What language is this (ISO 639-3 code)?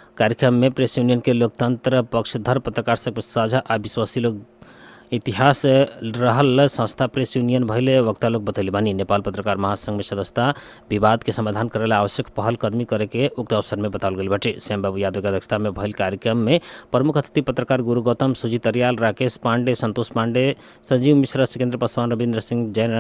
bho